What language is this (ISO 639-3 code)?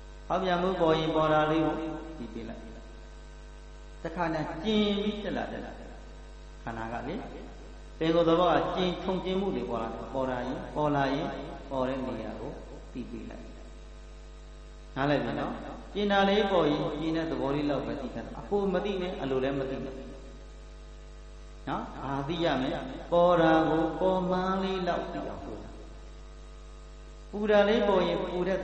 mya